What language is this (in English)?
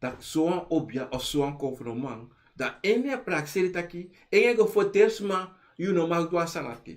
Sranan Tongo